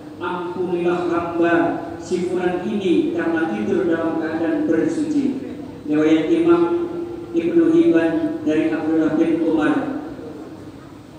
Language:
Indonesian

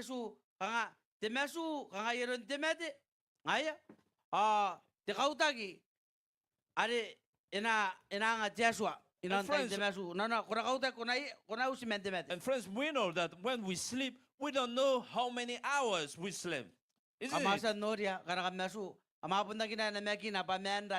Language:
Gilbertese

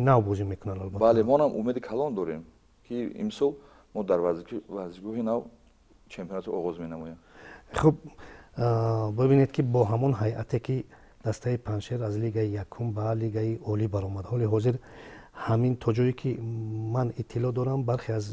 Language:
Tajik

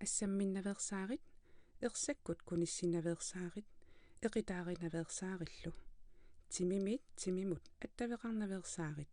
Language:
Kalaallisut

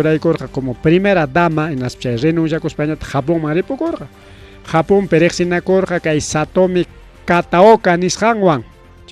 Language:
Ayacucho Quechua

